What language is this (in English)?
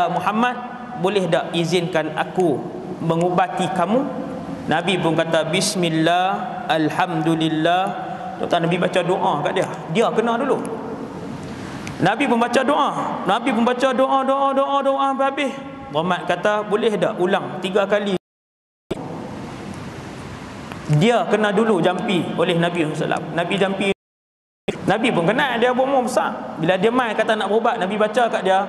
Malay